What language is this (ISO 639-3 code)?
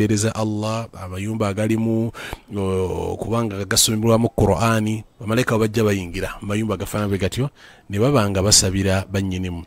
lug